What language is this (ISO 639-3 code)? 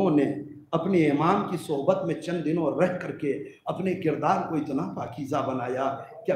urd